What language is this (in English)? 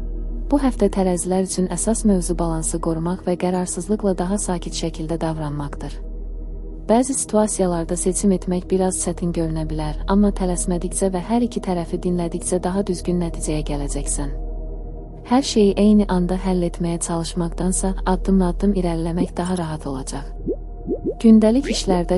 Azerbaijani